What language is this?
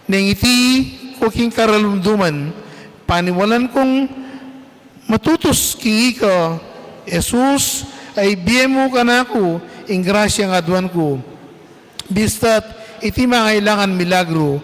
Pampanga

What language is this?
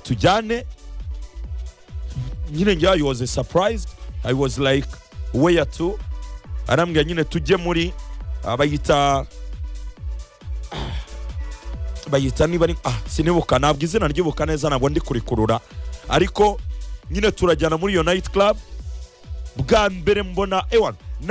Kinyarwanda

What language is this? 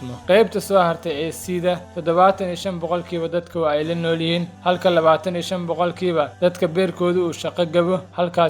Somali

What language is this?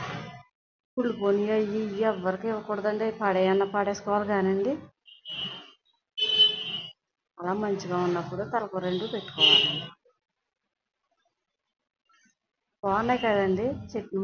Telugu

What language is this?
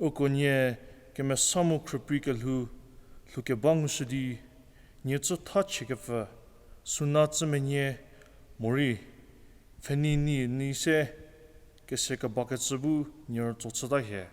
Angami Naga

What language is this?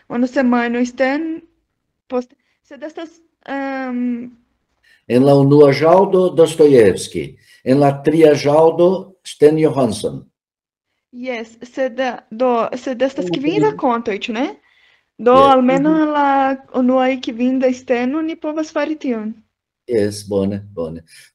Esperanto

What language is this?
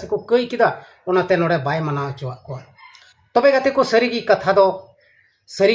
Santali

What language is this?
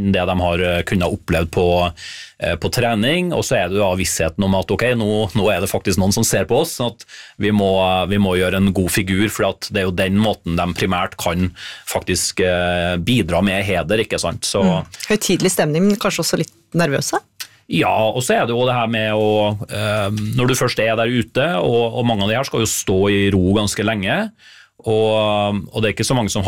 Norwegian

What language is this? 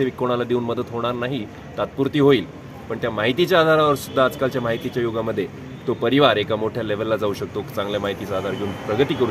Marathi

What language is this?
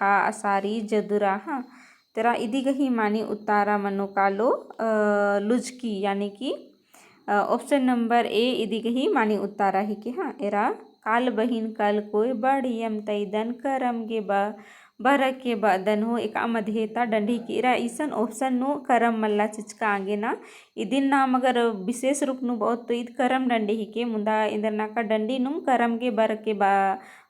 Kurukh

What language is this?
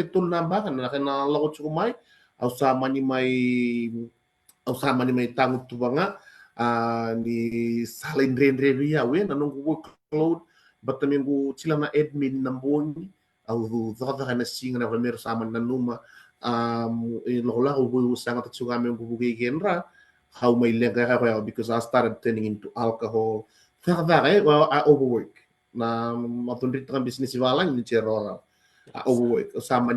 Fijian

